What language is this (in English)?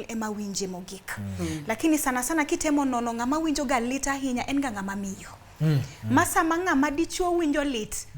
Luo (Kenya and Tanzania)